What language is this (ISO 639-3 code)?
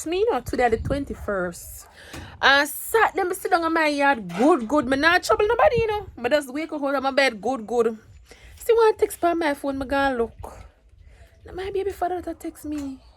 jam